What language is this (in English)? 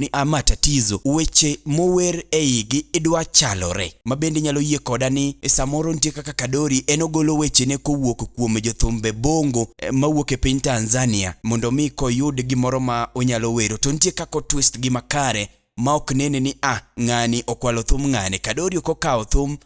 Luo (Kenya and Tanzania)